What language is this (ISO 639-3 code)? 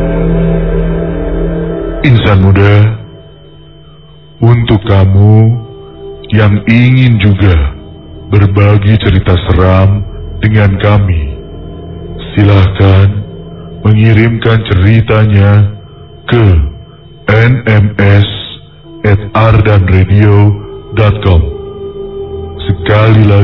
ind